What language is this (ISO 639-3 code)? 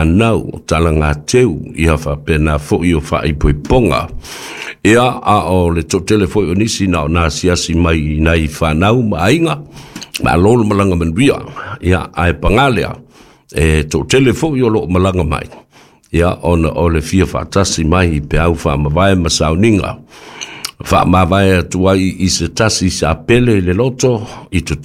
smo